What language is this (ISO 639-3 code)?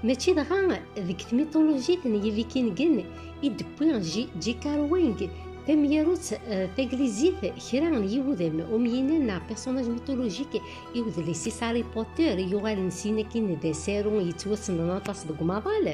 kab